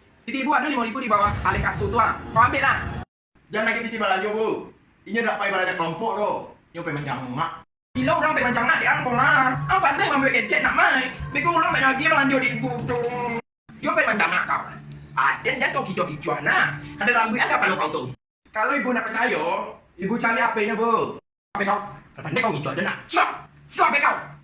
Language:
Minangkabau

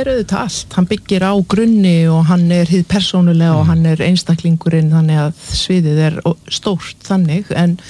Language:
Icelandic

